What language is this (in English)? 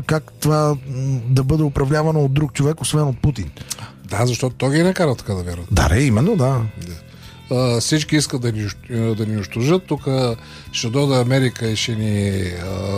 Bulgarian